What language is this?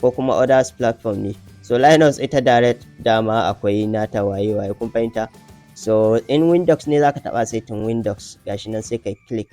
Hausa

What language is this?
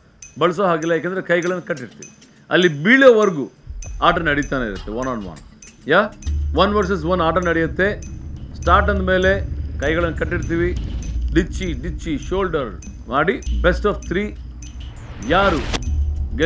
Kannada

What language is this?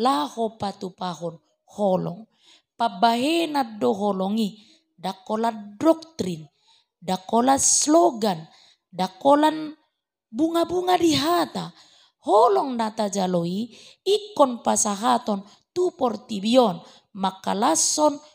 Batak Toba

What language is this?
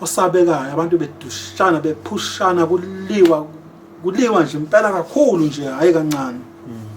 Zulu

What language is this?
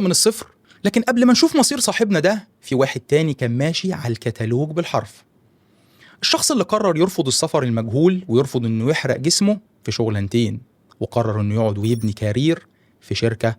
Egyptian Arabic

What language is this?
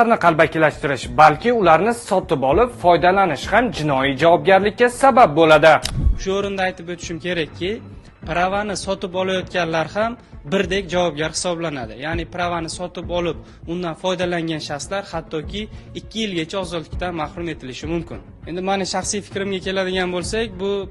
Uzbek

